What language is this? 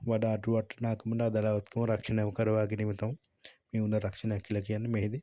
Sinhala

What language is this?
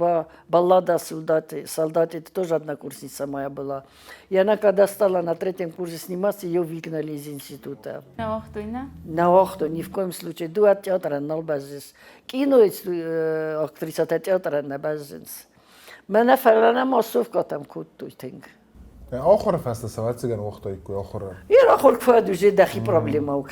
Ossetic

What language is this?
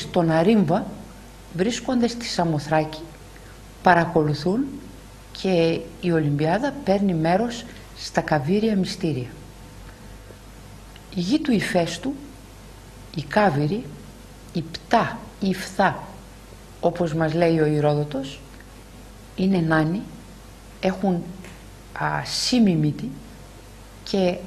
Greek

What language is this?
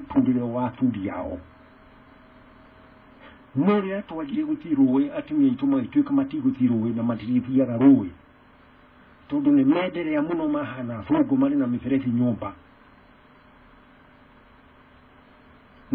Kikuyu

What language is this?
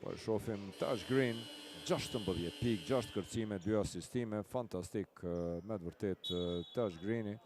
Albanian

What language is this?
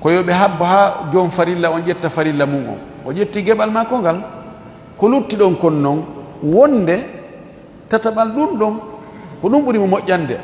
Fula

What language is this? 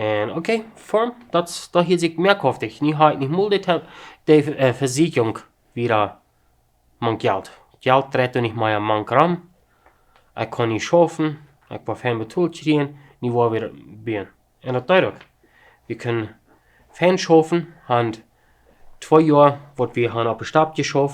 Plautdietsch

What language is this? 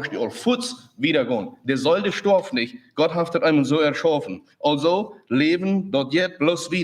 Plautdietsch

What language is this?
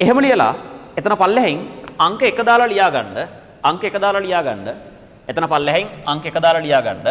Sinhala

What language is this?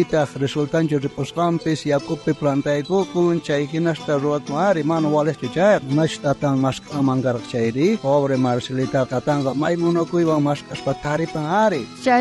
South Bolivian Quechua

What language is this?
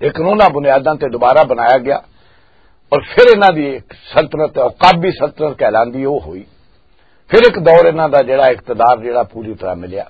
Western Panjabi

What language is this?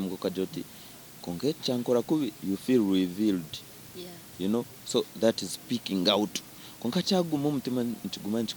Nyankole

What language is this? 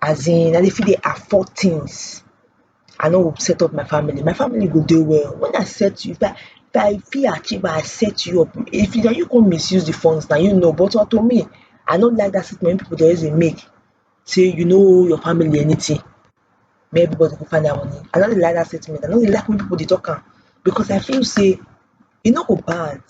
Nigerian Pidgin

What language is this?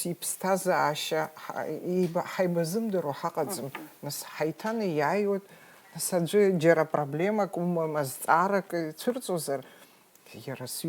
Abkhazian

